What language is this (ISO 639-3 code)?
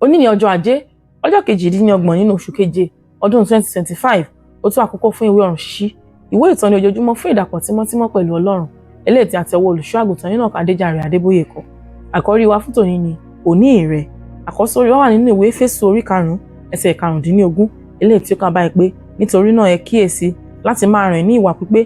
yor